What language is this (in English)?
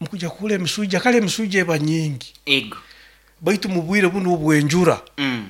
Nyoro